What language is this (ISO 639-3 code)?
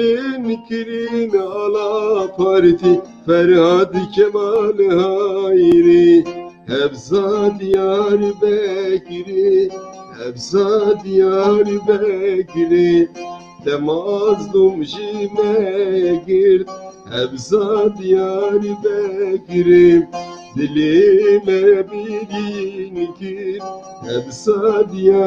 kur